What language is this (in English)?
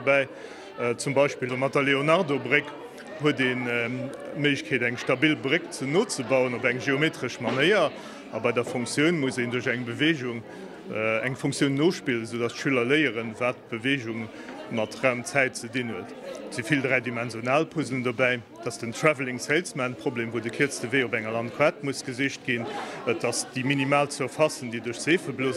Luxembourgish